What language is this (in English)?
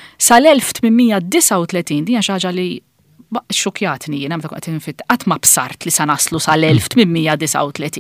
Maltese